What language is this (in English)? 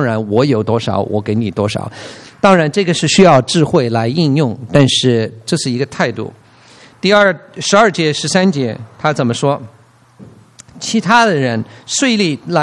Chinese